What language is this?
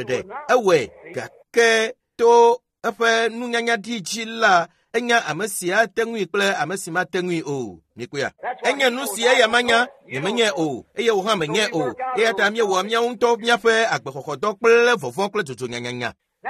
Ewe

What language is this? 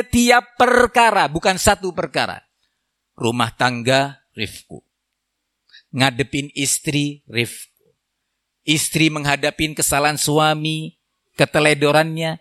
Indonesian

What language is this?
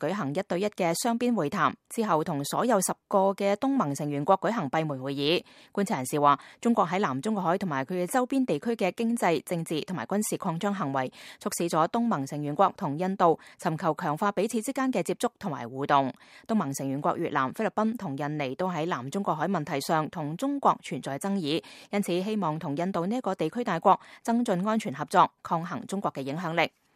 Cantonese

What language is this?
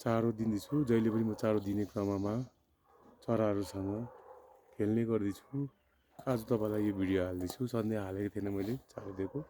Nepali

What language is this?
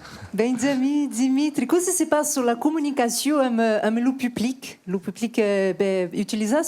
Occitan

